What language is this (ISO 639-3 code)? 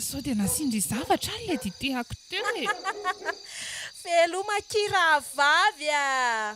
mlg